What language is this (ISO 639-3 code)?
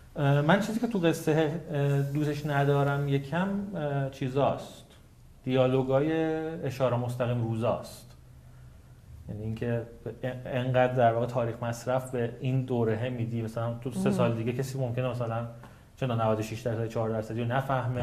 fas